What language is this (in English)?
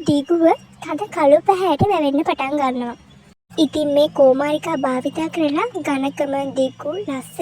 Sinhala